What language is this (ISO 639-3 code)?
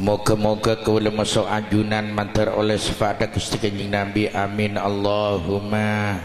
mad